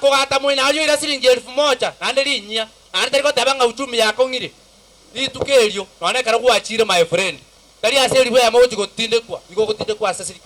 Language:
Gusii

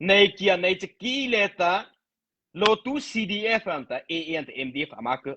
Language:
Mara Chin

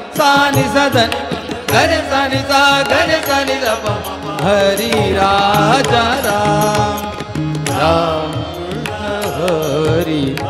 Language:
Marathi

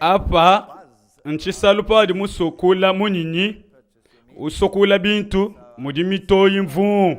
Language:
Luba-Lulua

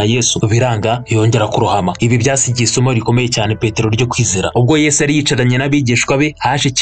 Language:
Kinyarwanda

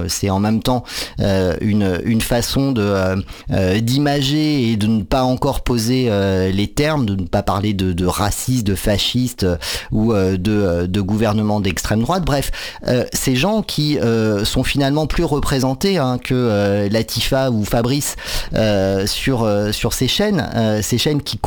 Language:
French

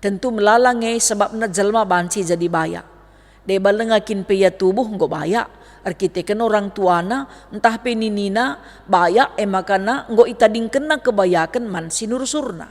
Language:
Batak Karo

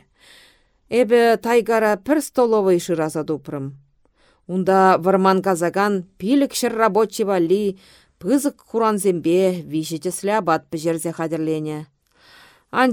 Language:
Chuvash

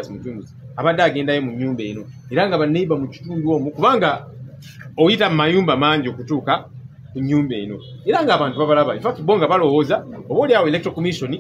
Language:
Ganda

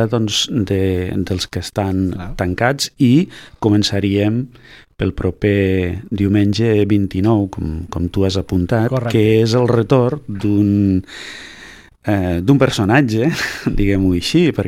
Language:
Catalan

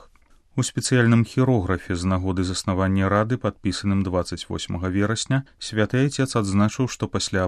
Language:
Belarusian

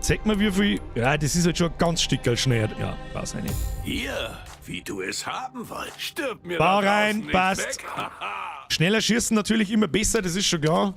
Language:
Bavarian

